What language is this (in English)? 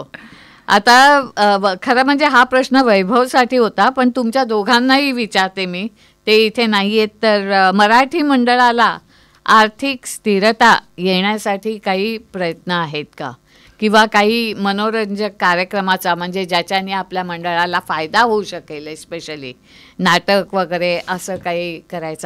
Marathi